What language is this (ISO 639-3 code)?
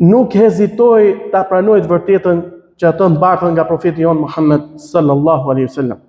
sqi